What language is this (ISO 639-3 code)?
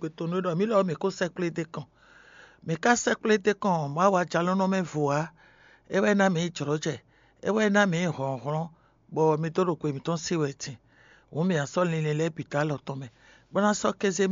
fon